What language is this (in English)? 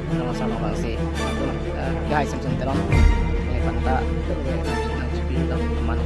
Karbi